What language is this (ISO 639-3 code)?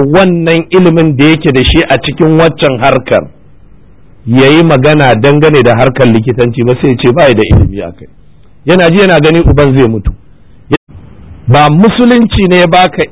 hau